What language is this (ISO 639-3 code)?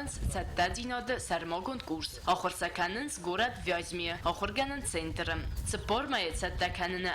oss